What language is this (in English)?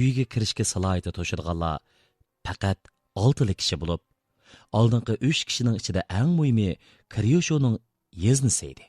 Uyghur